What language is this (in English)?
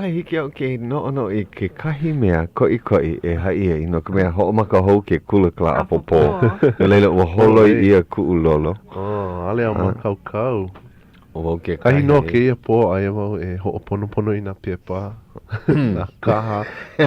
Hawaiian